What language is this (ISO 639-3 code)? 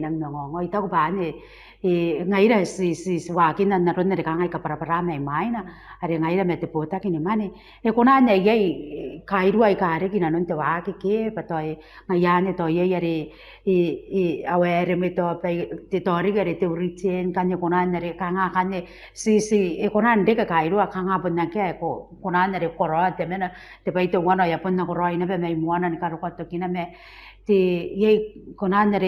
gil